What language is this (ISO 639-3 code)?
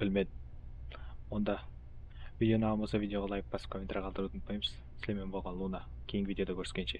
kaa